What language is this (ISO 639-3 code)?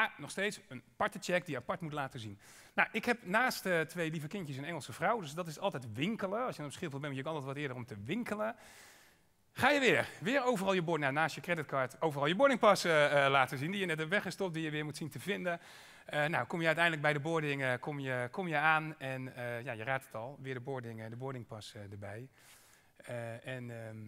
nld